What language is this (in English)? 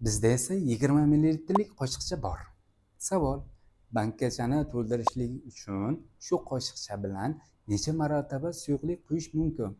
Uzbek